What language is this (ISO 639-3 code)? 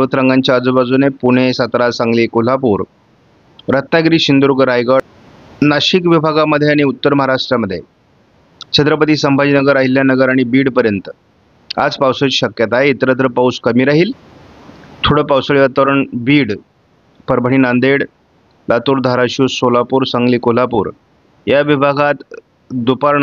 mar